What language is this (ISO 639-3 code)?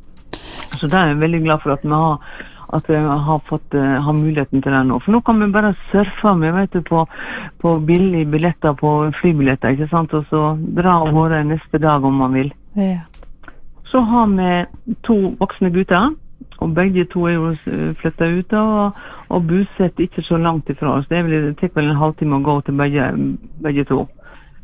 nor